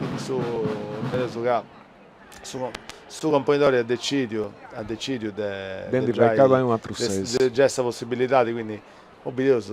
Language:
Sardinian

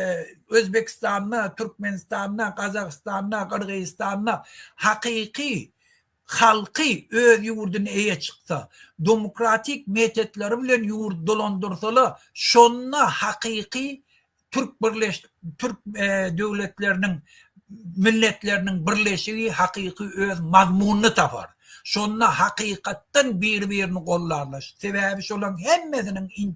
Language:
Turkmen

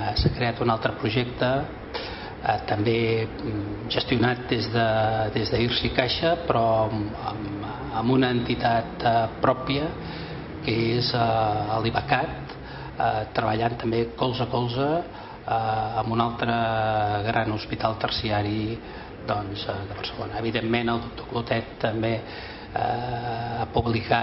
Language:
Catalan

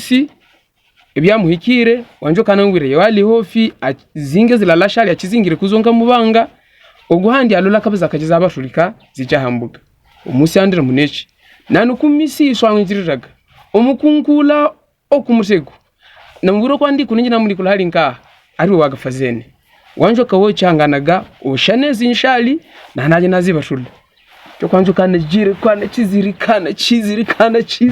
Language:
Havu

